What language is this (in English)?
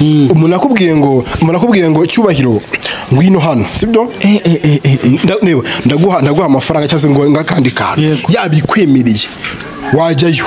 Kinyarwanda